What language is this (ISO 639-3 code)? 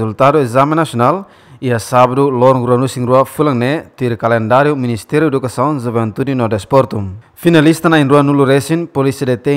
tet